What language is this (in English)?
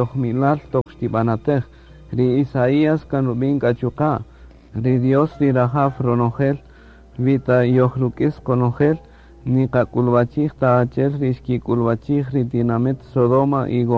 Kaqchikel